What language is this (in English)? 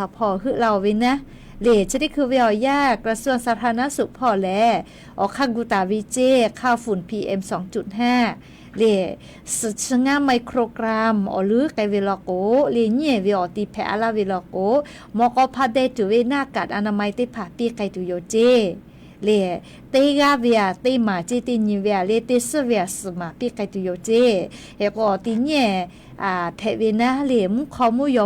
Lahu